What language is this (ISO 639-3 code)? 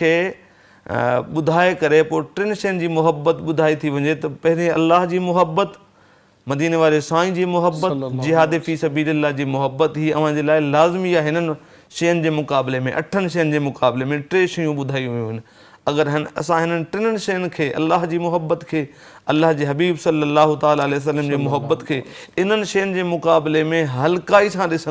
snd